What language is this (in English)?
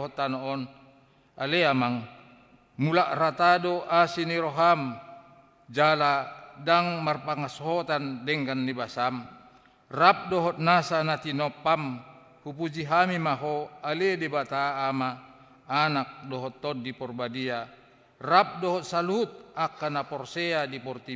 Batak Toba